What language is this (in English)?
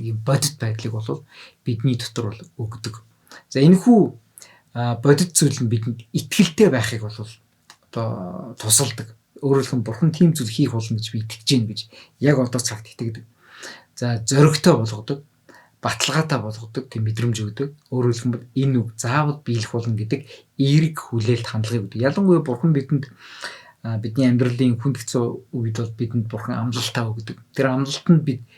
Mongolian